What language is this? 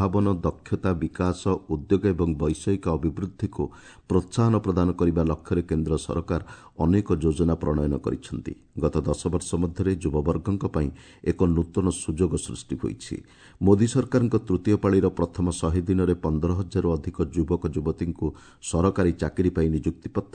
Odia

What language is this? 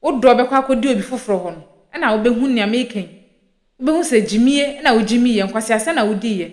Akan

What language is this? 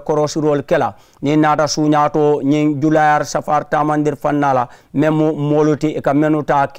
Mandingo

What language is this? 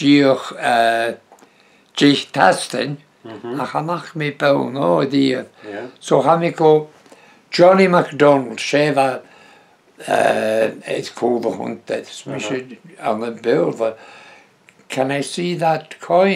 Breton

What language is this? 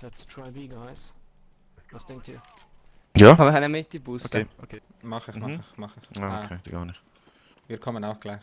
Swiss German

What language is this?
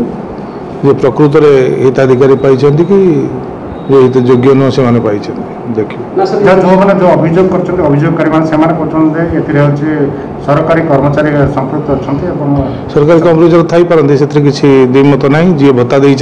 Odia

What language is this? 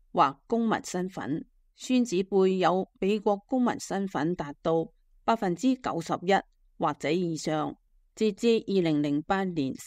Cantonese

